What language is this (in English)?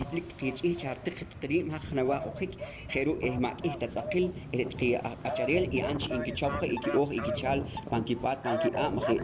Poqomchi'